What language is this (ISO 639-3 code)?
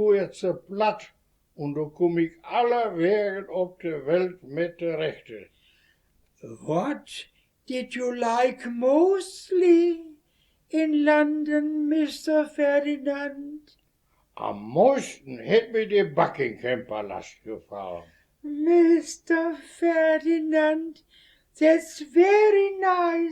wep